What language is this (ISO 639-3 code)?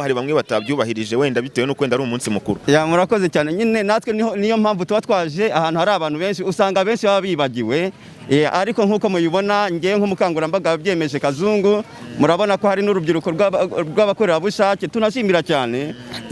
kin